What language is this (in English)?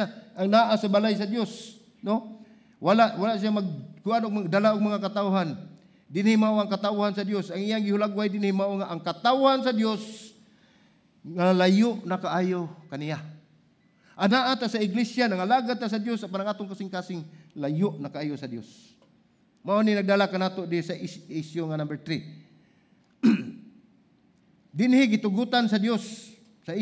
Cebuano